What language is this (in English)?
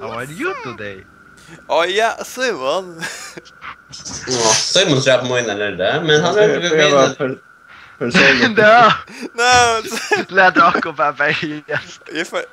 Faroese